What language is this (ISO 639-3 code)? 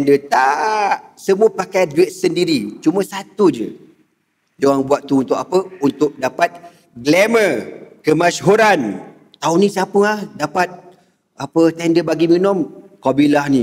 msa